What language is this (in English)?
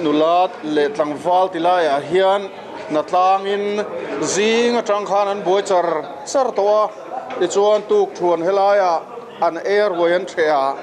Mizo